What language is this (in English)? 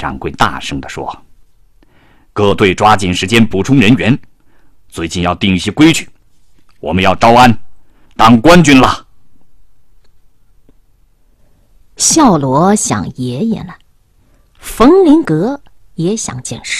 Chinese